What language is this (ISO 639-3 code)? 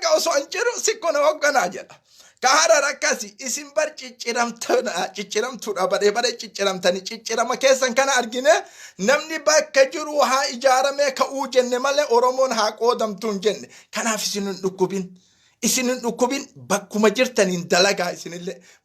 orm